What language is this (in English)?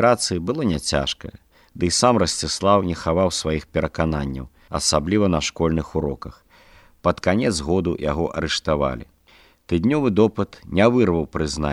Belarusian